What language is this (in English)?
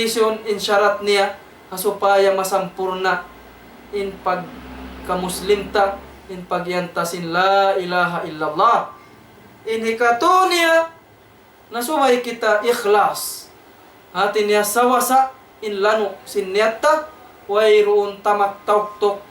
Tausug